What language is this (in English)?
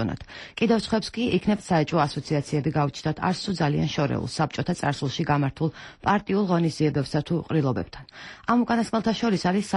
Georgian